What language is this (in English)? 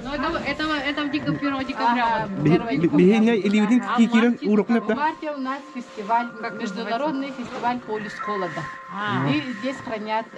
Yakut